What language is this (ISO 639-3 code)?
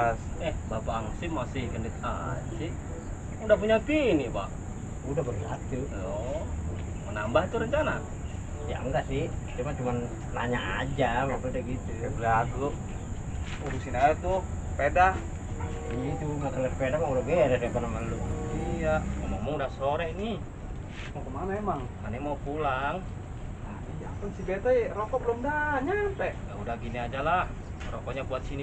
bew